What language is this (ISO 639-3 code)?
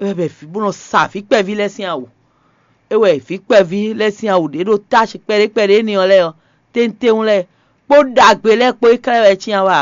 fon